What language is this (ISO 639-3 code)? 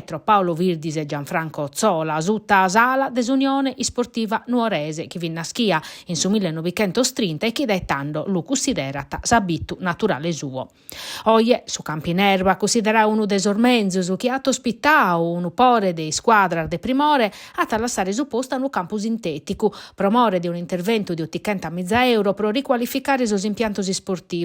srd